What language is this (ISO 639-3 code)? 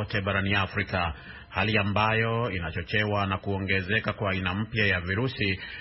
swa